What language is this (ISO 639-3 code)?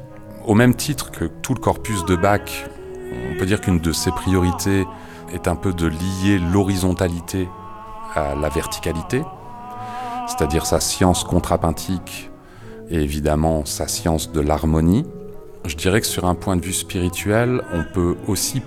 fra